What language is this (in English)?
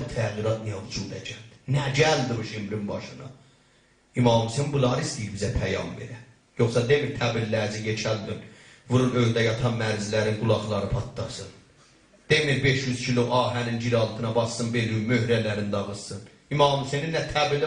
South Azerbaijani